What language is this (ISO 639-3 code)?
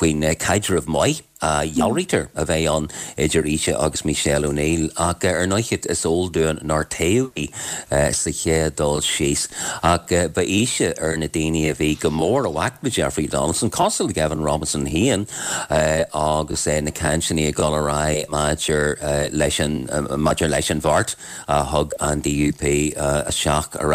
gle